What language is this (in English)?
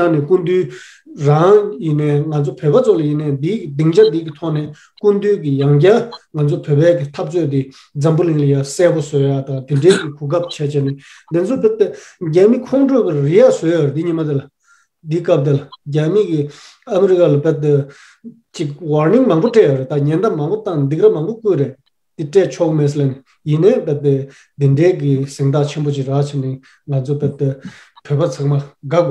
Tibetan